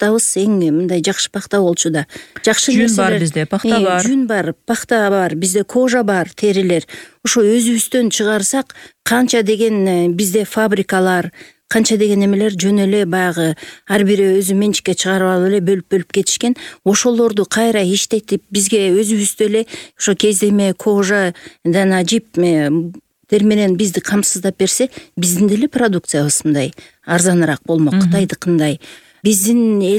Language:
Kyrgyz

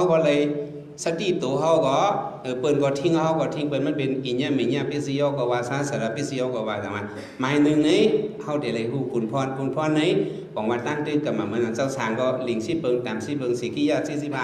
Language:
Shan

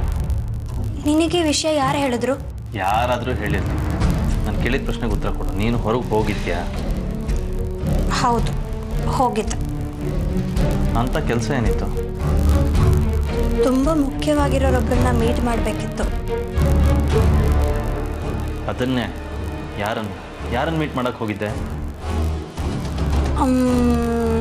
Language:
Kannada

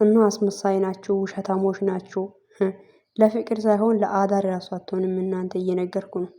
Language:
Amharic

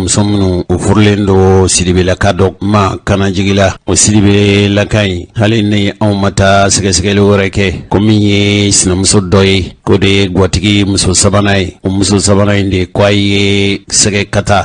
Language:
Bambara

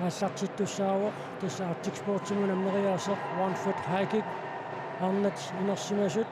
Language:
Kalaallisut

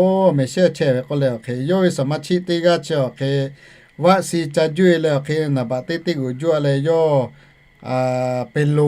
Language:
Lahu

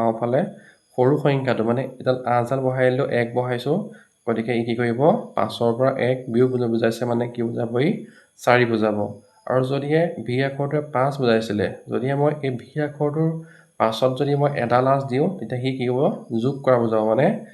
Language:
Assamese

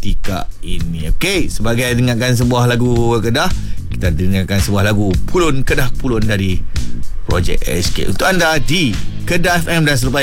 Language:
Malay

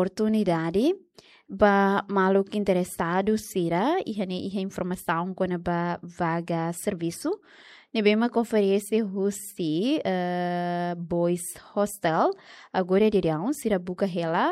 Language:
Tetum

